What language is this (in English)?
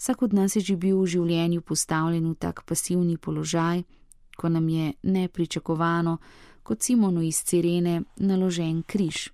Slovenian